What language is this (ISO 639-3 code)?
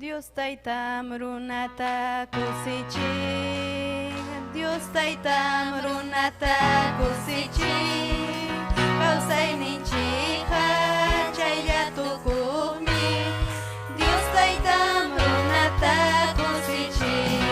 quy